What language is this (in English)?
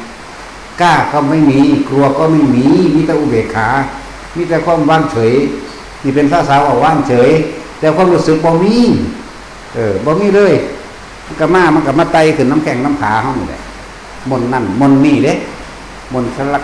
Northeastern Thai